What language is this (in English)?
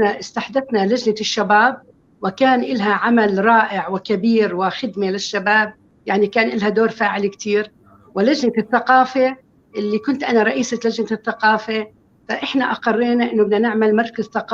North Levantine Arabic